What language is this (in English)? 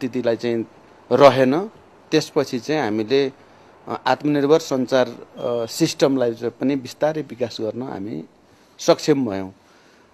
Nepali